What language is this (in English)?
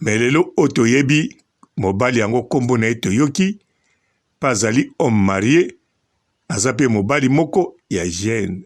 Lingala